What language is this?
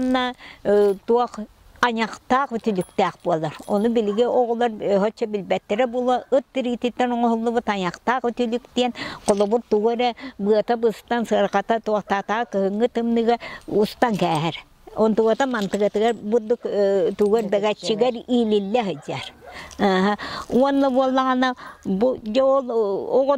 Yakut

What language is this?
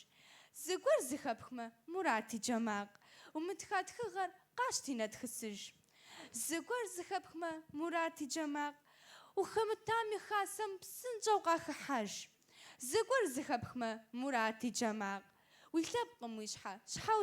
Kabardian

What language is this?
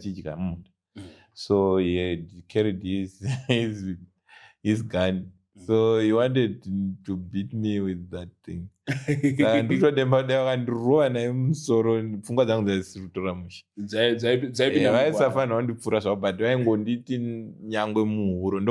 Shona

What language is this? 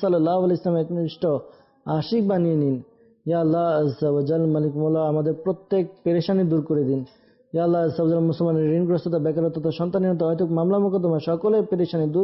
Bangla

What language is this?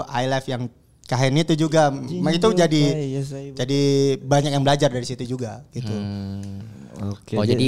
Indonesian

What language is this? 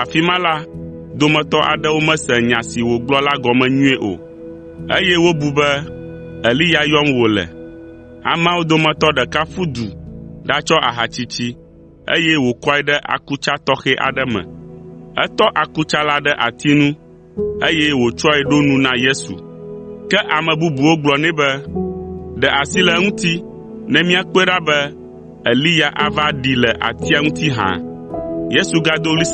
Ewe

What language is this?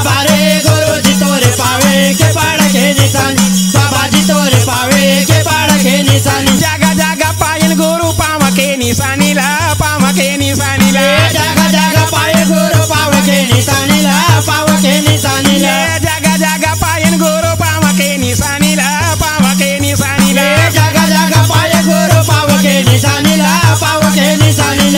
Chhattisgarhi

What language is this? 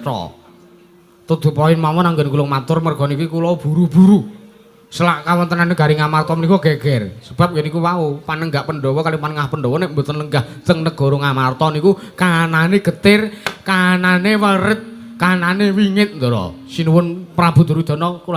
Javanese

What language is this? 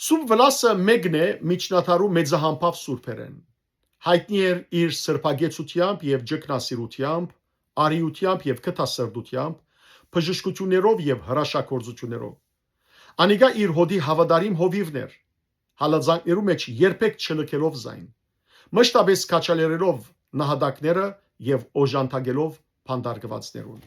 Western Armenian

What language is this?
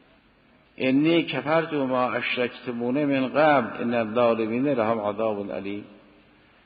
Persian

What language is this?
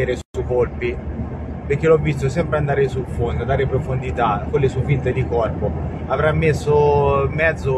Italian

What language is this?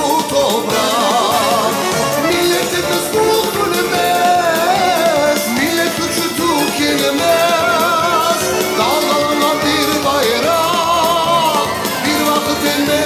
Crimean Tatar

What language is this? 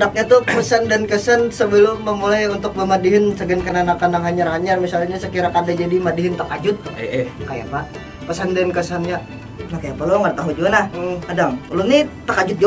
Banjar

